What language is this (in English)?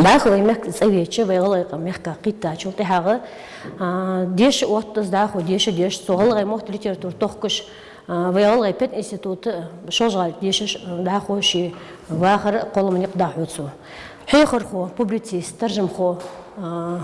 Ingush